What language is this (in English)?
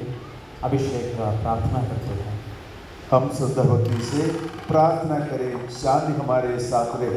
Hindi